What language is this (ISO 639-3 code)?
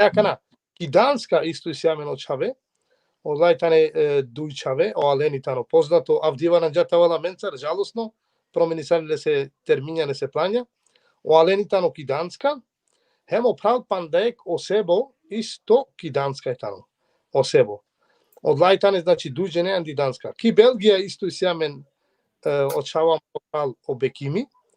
rmn